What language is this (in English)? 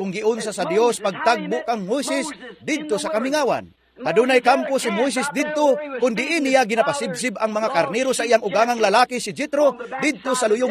Cebuano